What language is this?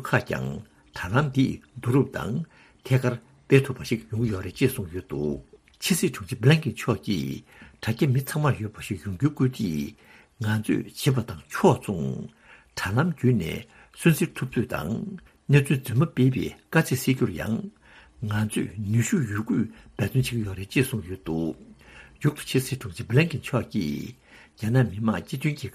Tibetan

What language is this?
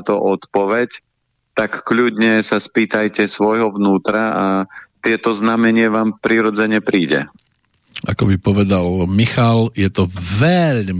Slovak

